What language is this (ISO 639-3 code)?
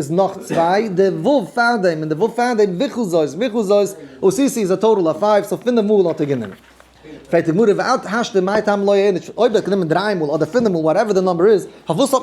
yid